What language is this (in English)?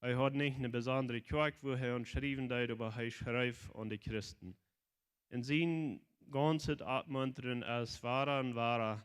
Plautdietsch